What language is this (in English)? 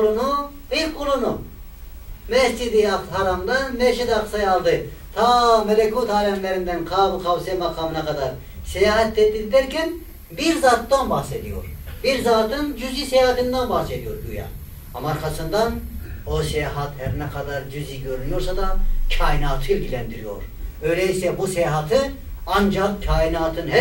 Turkish